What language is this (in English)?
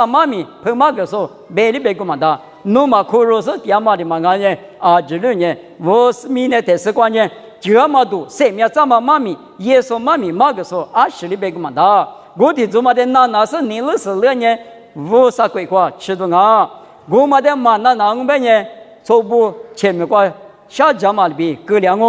Lisu